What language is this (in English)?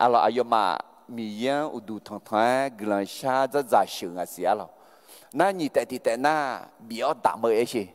Akha